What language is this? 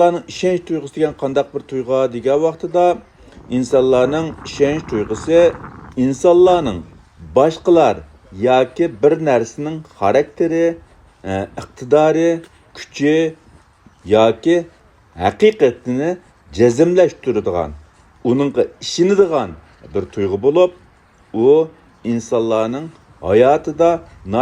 Uyghur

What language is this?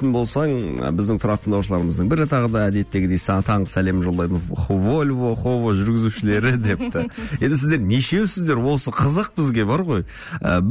Kazakh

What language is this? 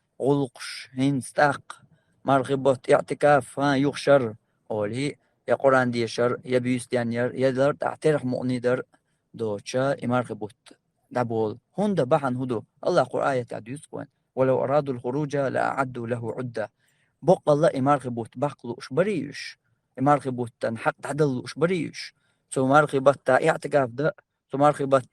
Chechen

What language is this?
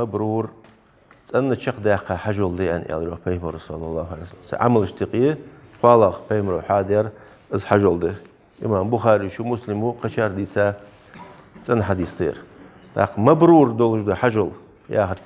Ingush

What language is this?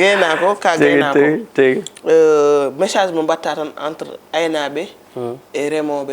Fula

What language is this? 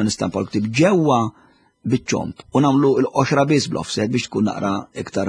Maltese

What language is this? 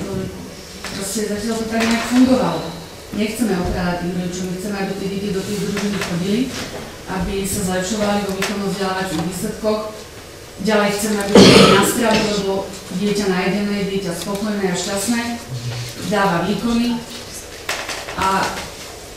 Slovak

